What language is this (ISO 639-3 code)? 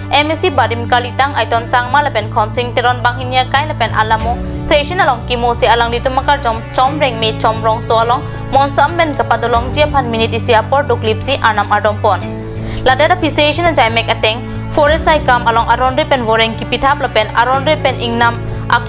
mjw